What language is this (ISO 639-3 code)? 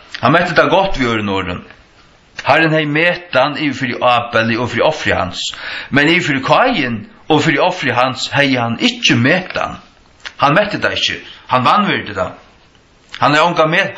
fao